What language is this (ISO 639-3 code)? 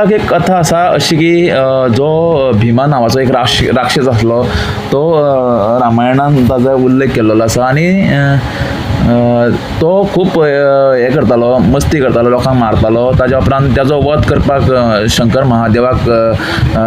kok